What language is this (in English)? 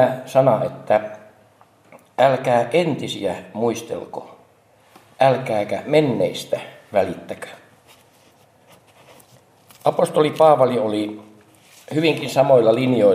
Finnish